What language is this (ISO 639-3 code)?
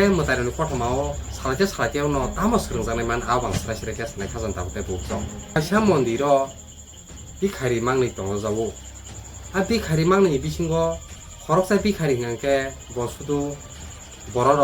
trp